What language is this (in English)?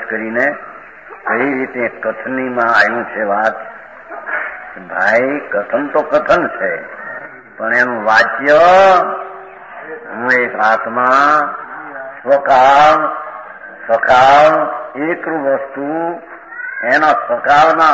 Gujarati